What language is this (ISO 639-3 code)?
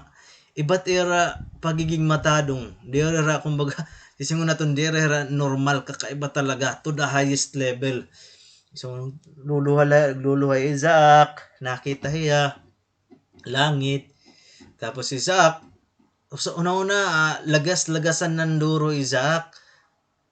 war